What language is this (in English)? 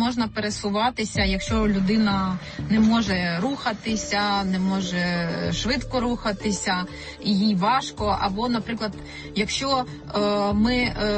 Ukrainian